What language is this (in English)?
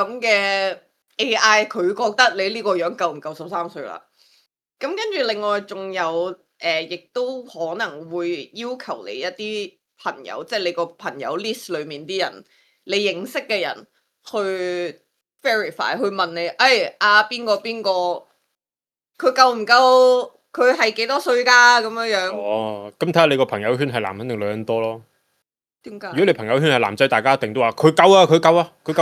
Cantonese